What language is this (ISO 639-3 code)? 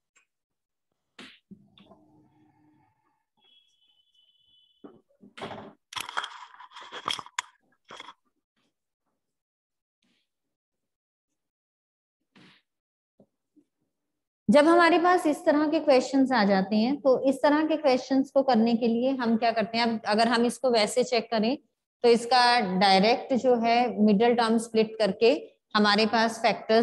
hin